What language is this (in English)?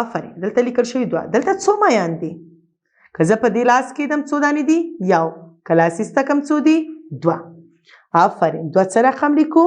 Pashto